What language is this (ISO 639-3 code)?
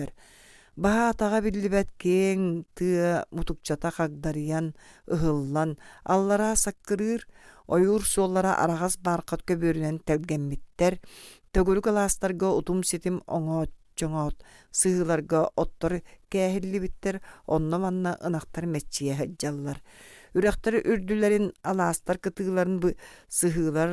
sah